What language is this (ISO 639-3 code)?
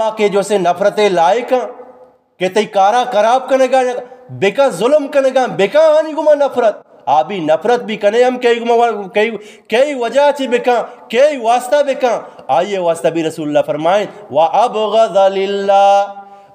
bgp